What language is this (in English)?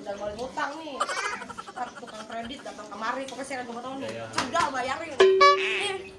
Betawi